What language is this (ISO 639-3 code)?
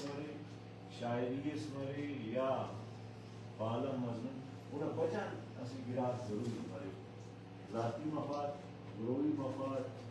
brh